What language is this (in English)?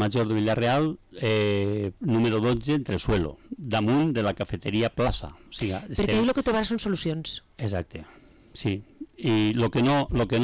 Catalan